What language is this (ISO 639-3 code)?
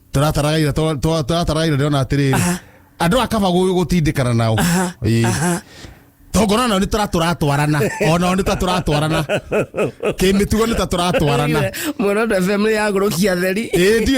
kik